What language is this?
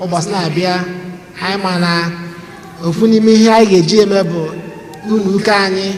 Igbo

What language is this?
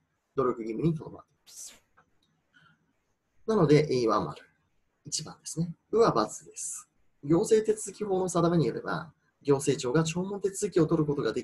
Japanese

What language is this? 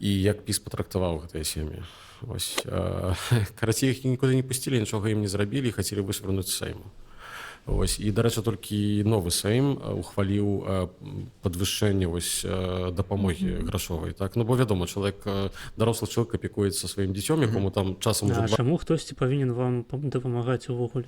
Belarusian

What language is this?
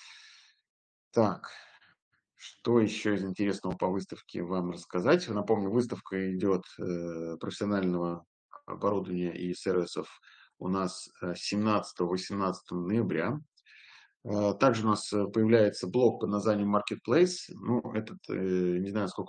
Russian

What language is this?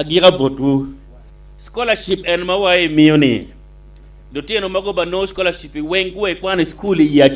Acoli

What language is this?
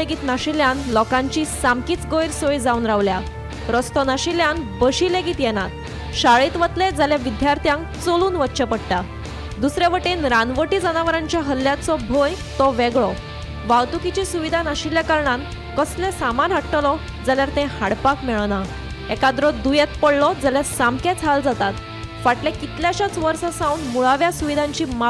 Konkani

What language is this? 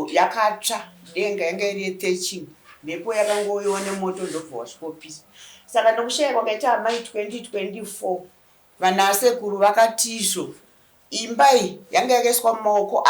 Shona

